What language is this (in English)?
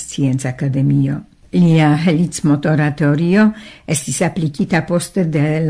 Esperanto